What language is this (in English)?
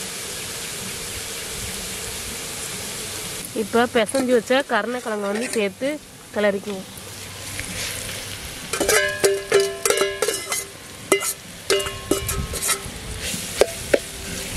Tamil